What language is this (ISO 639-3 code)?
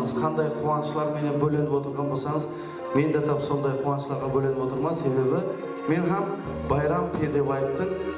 kaa